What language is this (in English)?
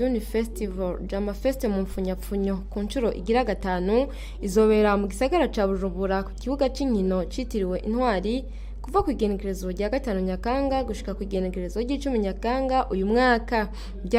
Rundi